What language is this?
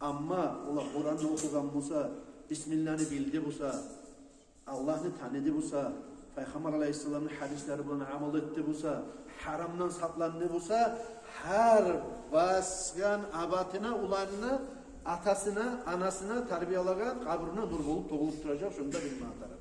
Kumyk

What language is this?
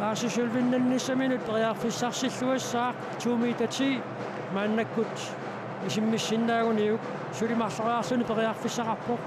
Kalaallisut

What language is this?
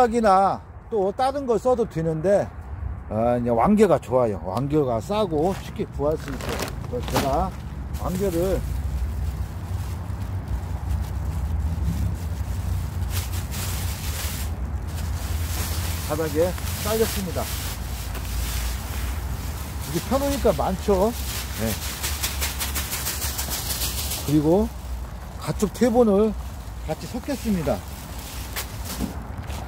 Korean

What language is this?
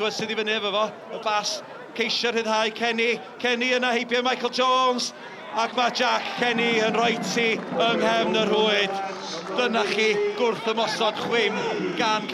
Welsh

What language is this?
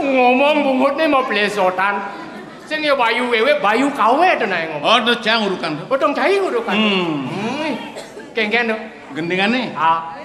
Balinese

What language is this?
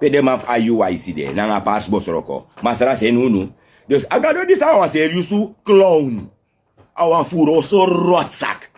Sranan Tongo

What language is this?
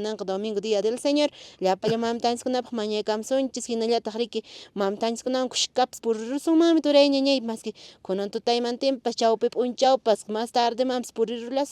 Quechua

